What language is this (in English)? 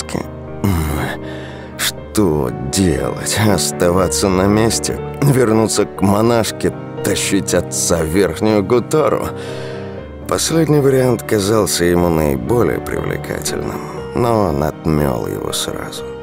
Russian